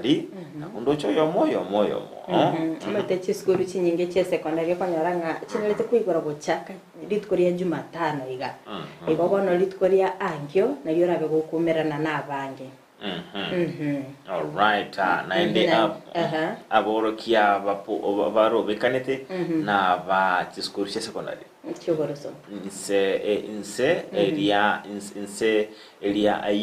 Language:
Gusii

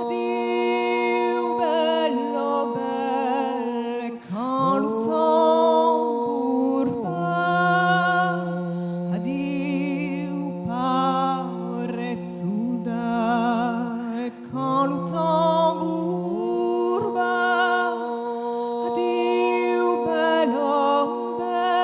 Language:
Occitan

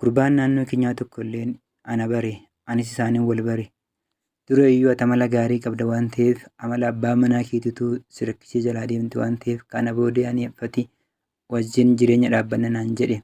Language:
Oromo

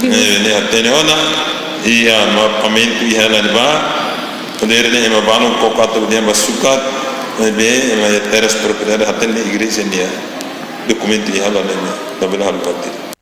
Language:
Tetum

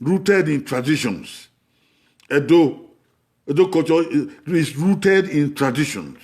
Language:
Bini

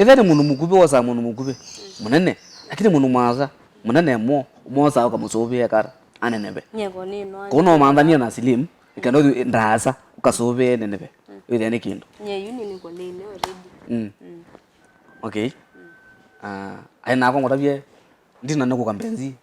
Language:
Kamba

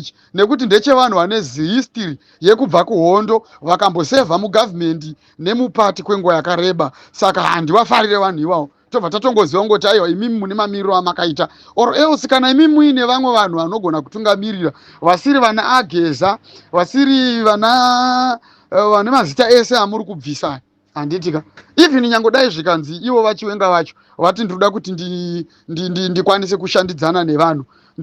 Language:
Shona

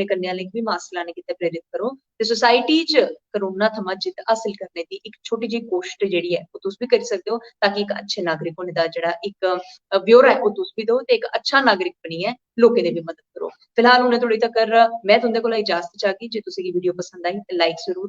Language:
Dogri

